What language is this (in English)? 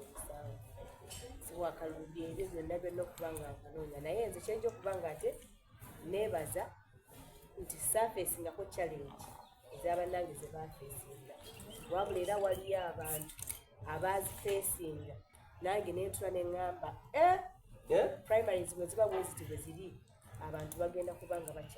Soga